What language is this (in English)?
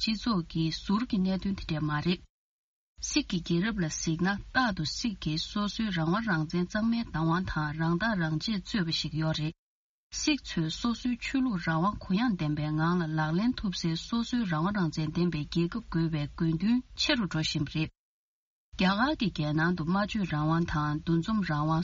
Tibetan